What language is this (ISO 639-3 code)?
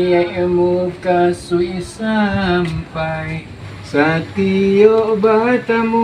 min